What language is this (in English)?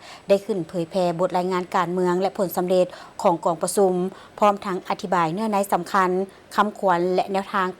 Lao